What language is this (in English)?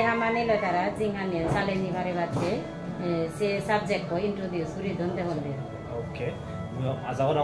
Chakma